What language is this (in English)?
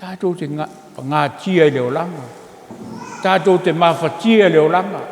Samoan